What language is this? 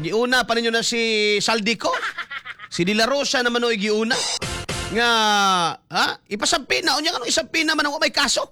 Cebuano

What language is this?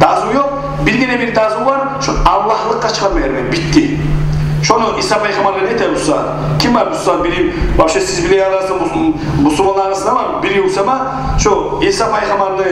Kumyk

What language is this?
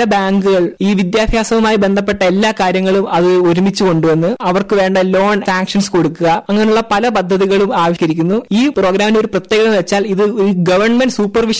Malayalam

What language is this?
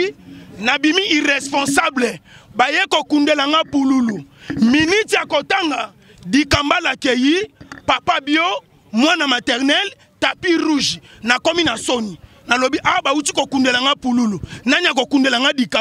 Lingala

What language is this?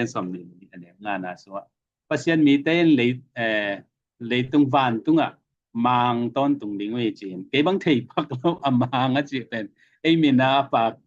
Tedim Chin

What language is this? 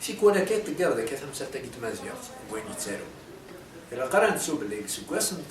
Kabyle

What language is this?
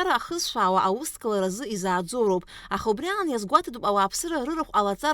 Abkhazian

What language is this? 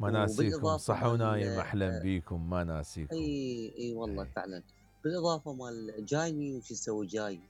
Mesopotamian Arabic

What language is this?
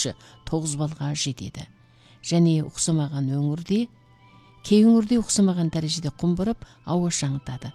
Kazakh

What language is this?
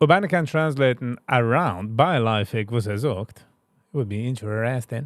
Yiddish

